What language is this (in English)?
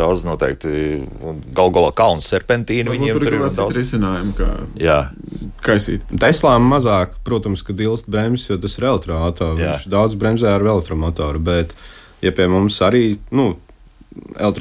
Latvian